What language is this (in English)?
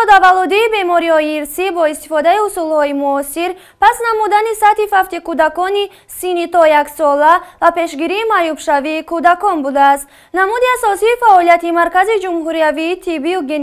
Tajik